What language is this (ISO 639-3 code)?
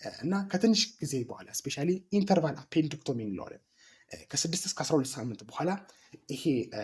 amh